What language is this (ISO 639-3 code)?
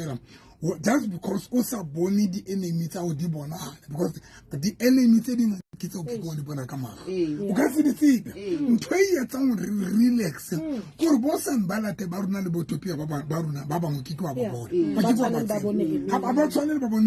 sot